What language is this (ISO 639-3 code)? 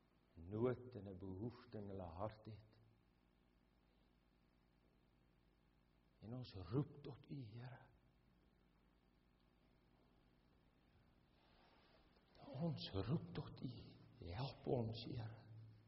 afr